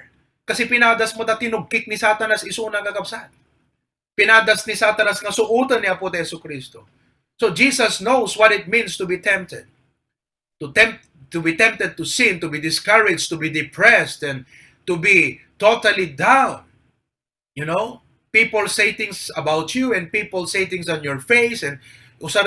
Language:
Iloko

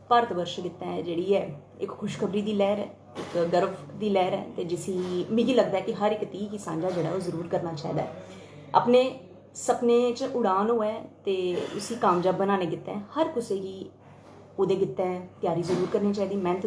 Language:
Dogri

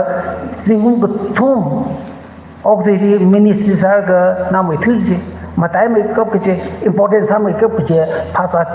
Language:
Tangkhul Naga (India)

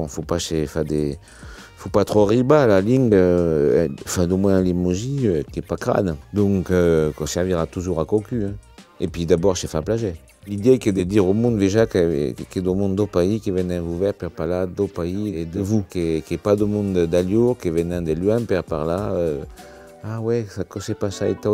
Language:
Occitan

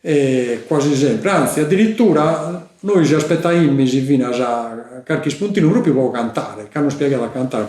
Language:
Sardinian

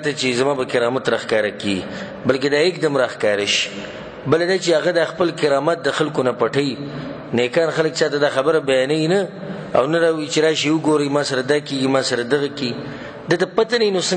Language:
Pashto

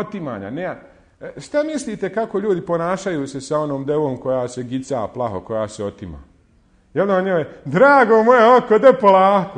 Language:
Bosnian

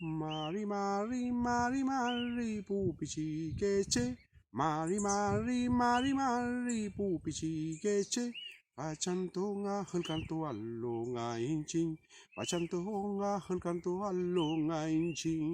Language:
Mapuche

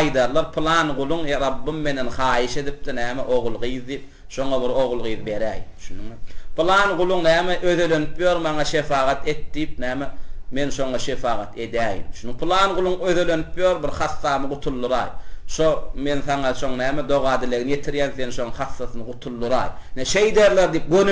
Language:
Turkmen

